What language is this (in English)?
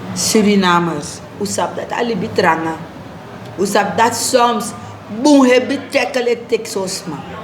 Sranan Tongo